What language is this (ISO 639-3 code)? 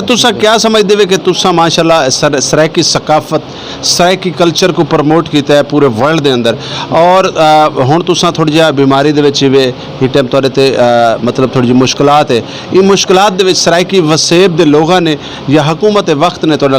skr